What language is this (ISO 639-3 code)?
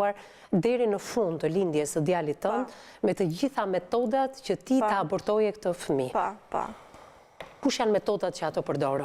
sqi